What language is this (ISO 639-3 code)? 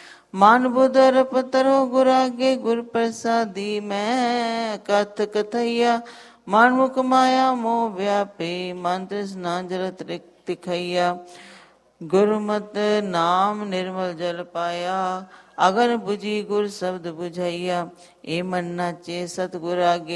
pan